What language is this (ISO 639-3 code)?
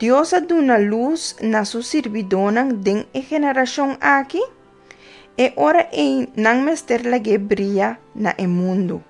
pap